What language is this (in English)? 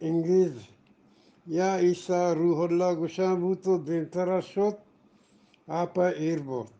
Eastern Balochi